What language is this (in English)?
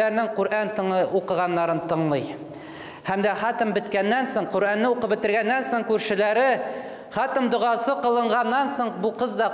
Tatar